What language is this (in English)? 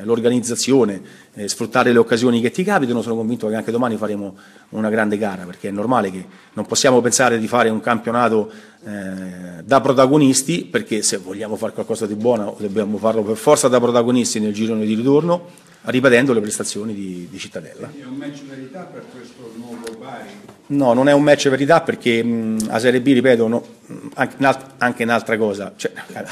Italian